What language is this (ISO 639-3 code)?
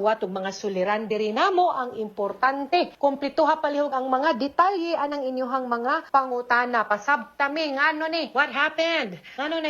ceb